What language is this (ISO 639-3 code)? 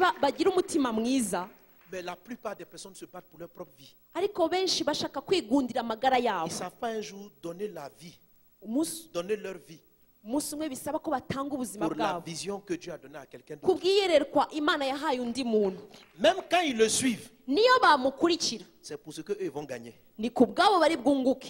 kin